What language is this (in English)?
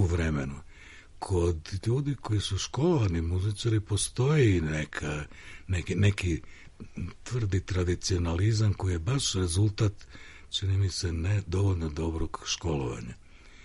Serbian